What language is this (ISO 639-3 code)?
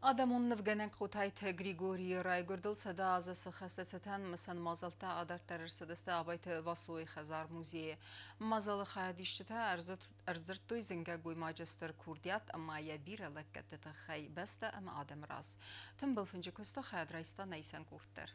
oss